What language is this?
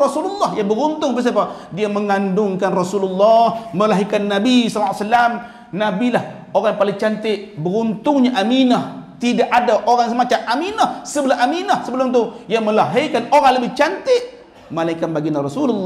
Malay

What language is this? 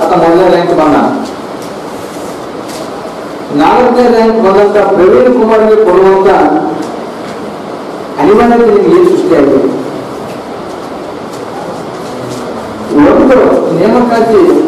Kannada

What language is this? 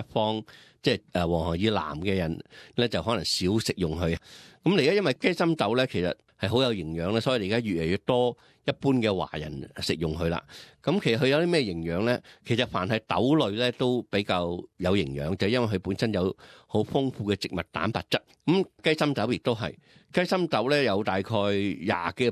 Cantonese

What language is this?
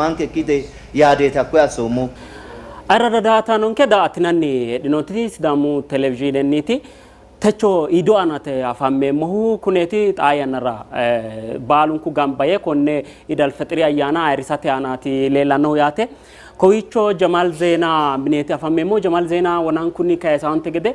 Sidamo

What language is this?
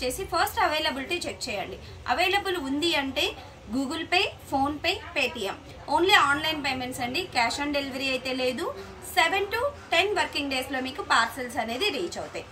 Telugu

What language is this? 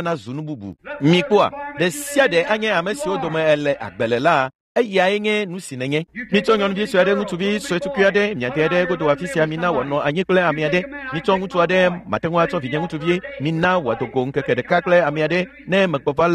Ewe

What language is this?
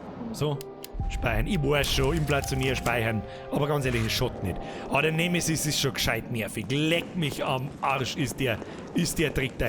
Bavarian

